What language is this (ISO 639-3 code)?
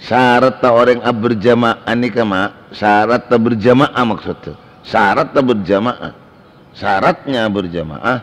mad